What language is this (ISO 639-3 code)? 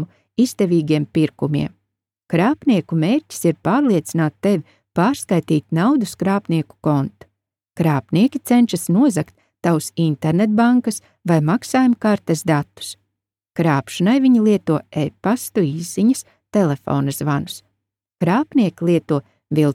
lav